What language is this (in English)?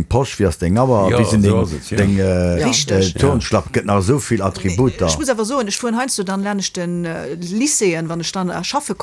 Luxembourgish